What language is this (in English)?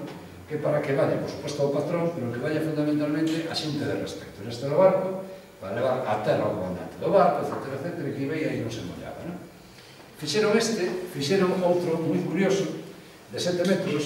Galician